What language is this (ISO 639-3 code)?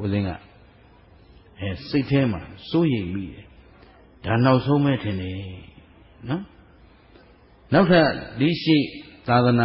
mya